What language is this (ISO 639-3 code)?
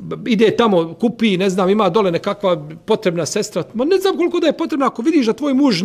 bos